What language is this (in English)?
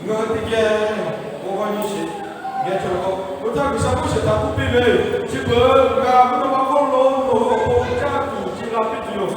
Lahu